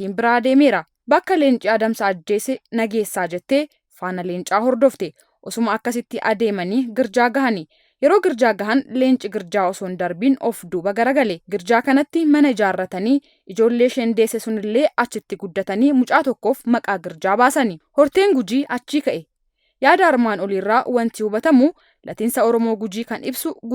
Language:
Oromo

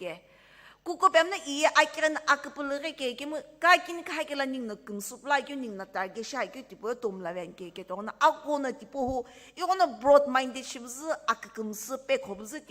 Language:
Sumi Naga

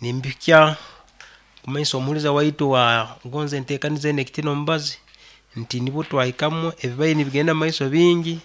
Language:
Nyankole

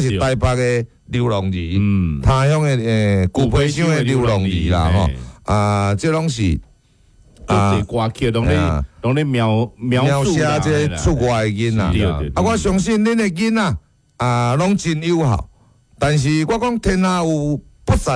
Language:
Min Nan Chinese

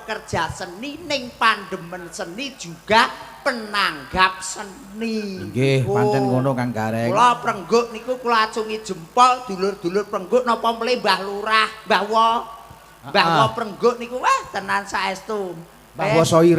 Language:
Javanese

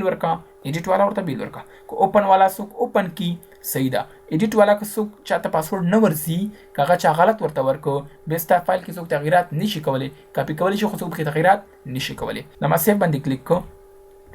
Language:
Pashto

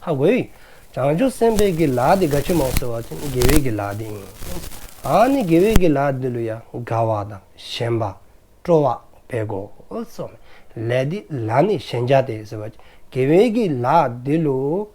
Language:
Dzongkha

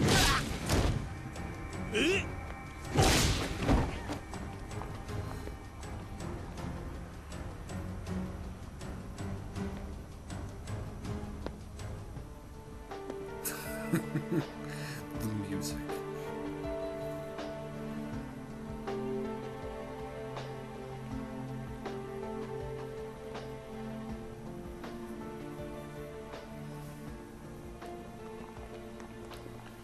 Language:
Japanese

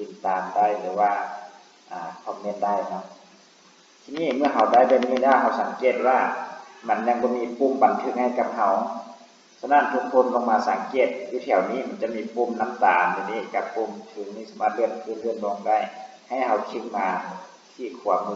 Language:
Lao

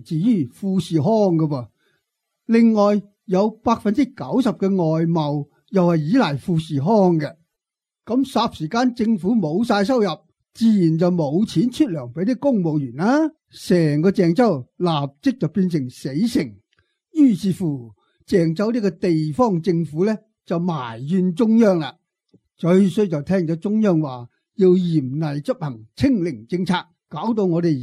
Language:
Cantonese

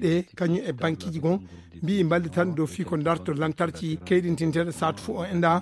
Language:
Fula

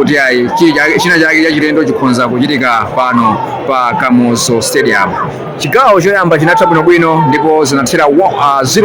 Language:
Nyanja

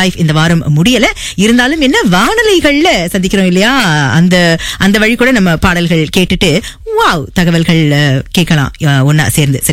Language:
Tamil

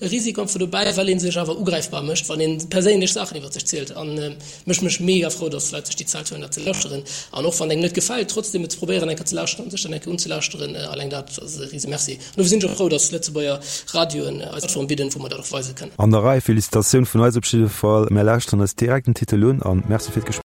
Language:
Luxembourgish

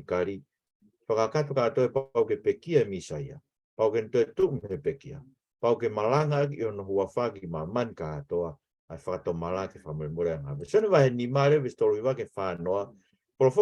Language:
Tongan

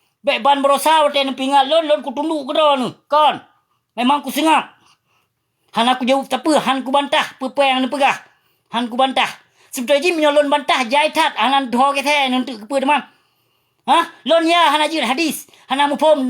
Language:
Achinese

